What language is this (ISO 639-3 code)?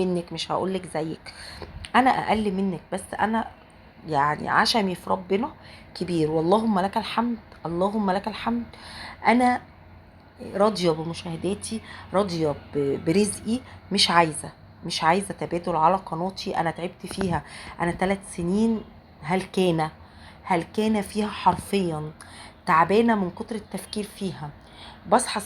arz